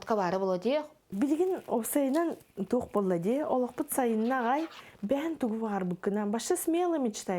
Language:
Yakut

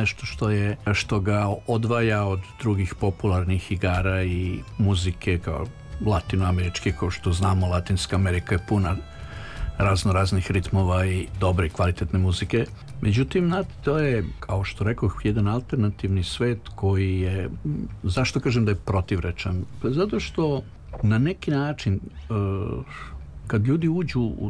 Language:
Serbian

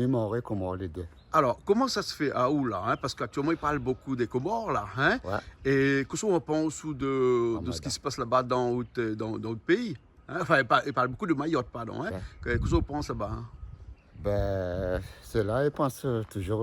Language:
Réunion Creole French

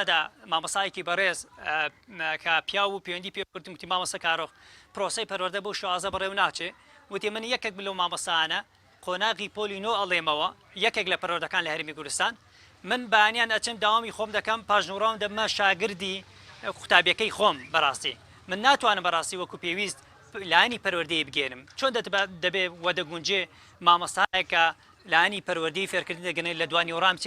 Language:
Central Kurdish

